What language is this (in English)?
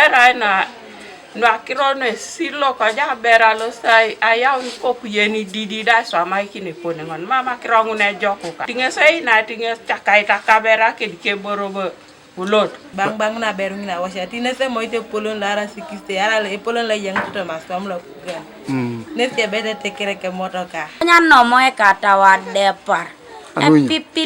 Teso